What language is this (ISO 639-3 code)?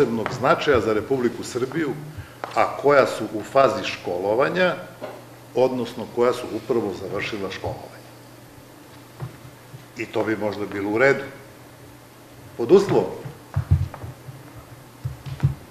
srp